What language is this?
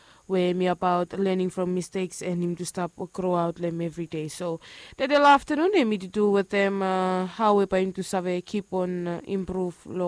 Bislama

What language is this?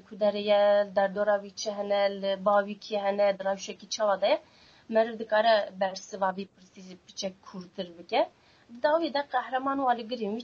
Kurdish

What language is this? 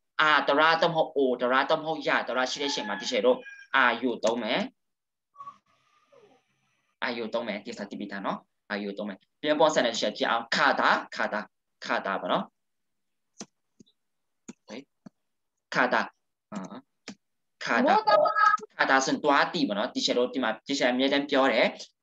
Burmese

